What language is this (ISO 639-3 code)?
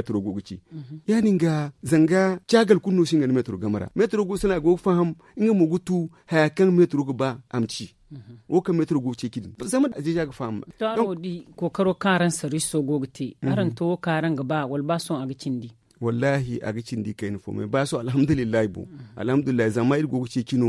dje